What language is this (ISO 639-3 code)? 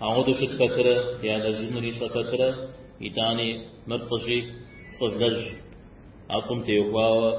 kbd